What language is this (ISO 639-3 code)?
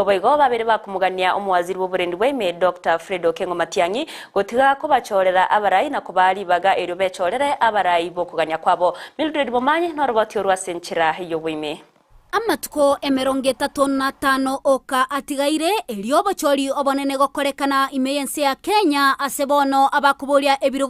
guz